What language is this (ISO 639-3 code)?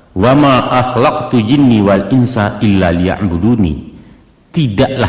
min